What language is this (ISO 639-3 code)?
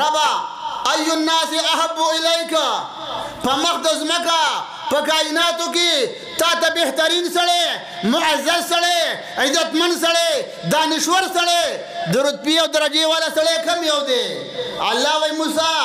pus